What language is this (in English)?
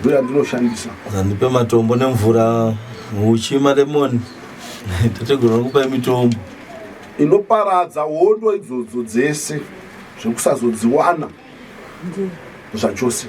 Shona